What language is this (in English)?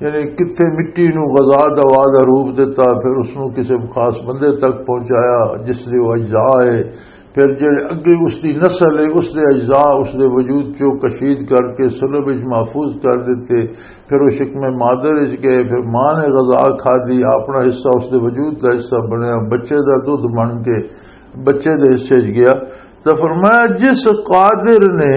Western Panjabi